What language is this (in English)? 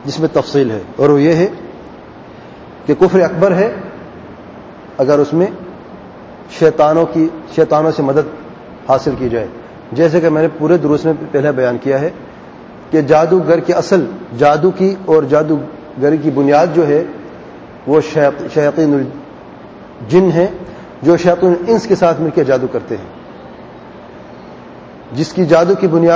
Urdu